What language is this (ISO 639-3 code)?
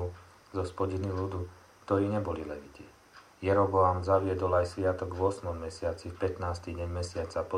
slk